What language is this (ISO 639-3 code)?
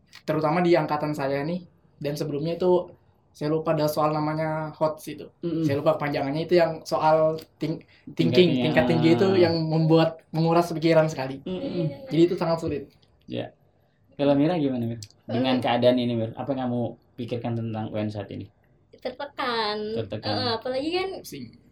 ind